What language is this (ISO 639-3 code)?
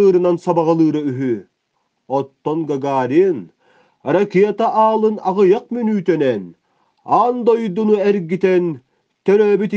sah